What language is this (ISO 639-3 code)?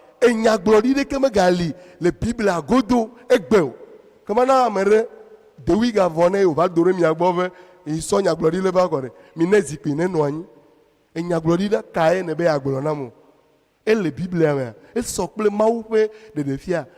ewe